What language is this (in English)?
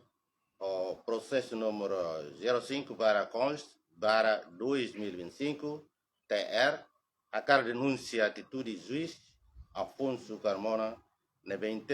Tetum